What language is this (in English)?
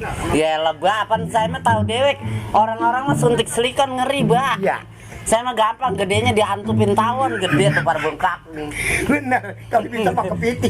Betawi